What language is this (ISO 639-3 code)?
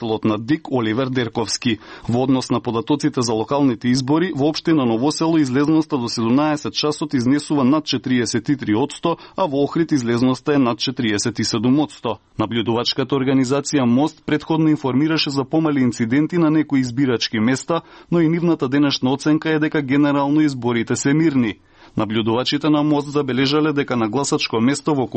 mkd